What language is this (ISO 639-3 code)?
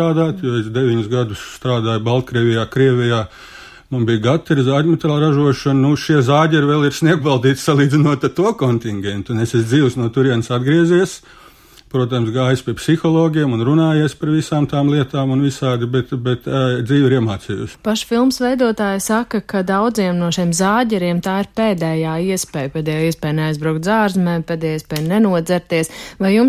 lav